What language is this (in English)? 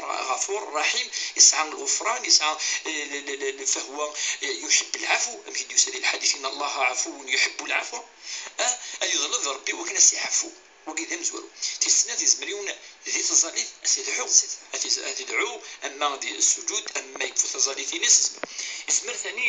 Kabyle